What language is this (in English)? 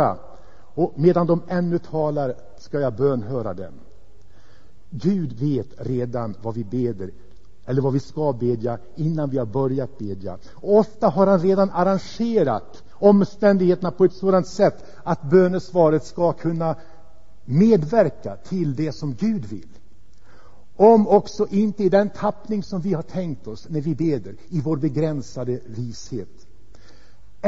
Swedish